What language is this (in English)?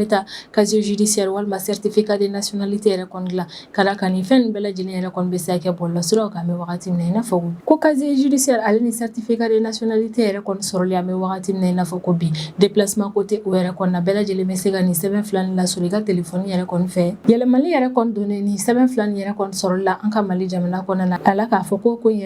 Bambara